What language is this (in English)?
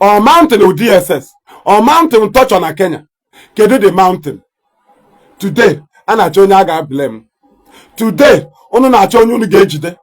Igbo